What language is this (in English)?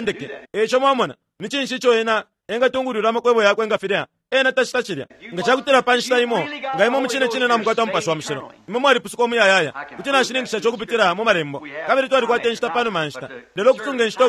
Bemba